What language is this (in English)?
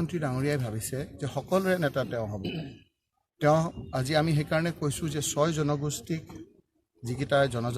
Assamese